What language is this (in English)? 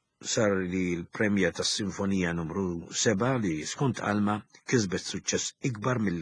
Maltese